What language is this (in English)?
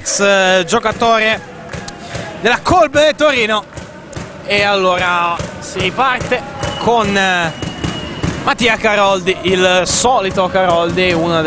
Italian